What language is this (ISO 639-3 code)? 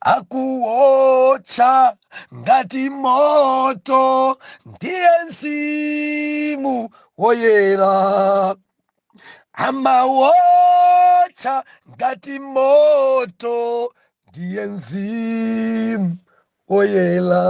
nya